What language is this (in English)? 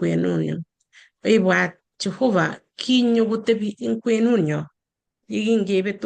Kalenjin